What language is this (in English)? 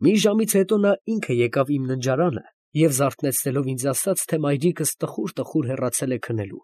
Armenian